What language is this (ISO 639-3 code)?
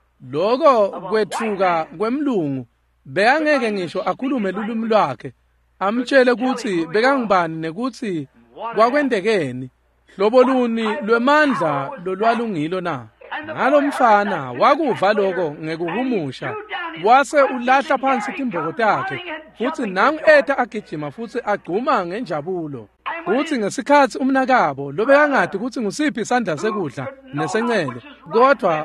ssw